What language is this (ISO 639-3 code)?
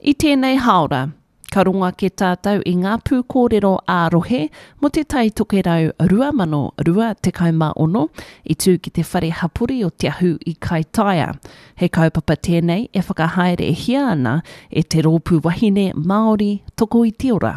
mri